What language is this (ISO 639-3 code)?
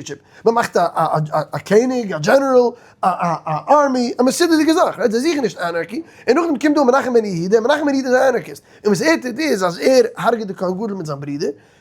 yid